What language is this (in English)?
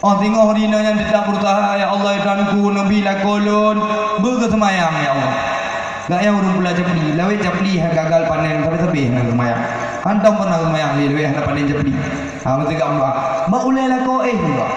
Achinese